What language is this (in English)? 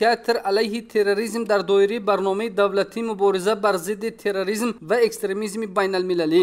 Tajik